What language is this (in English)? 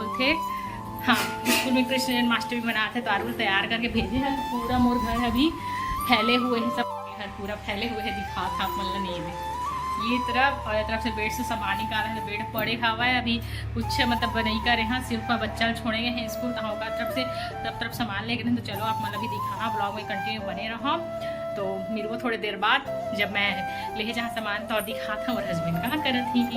Chhattisgarhi